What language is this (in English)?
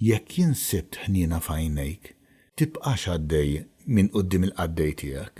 Maltese